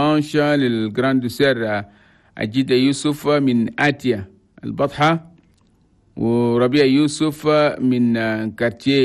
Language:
Chadian Arabic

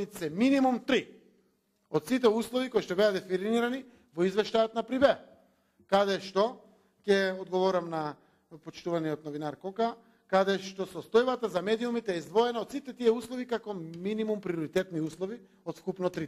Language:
Macedonian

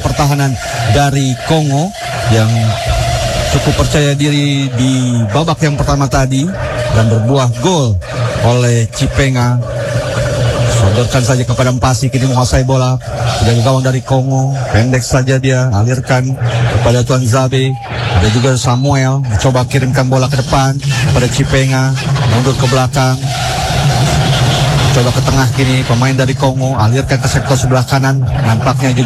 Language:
Indonesian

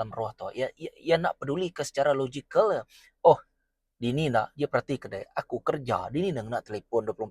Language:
Iban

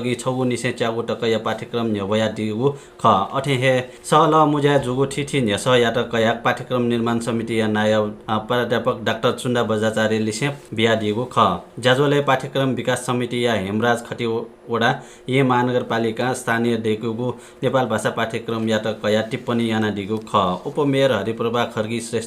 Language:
Newari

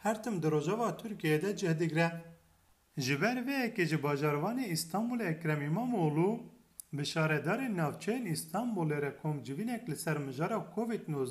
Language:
Kurdish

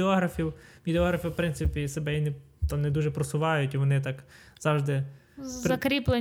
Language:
Ukrainian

